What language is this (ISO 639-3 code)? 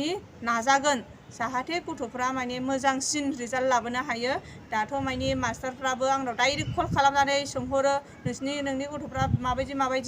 brx